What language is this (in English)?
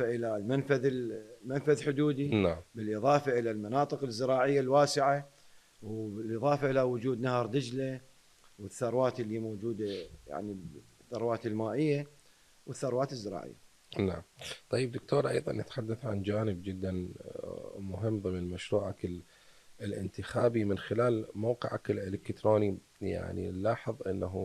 Mesopotamian Arabic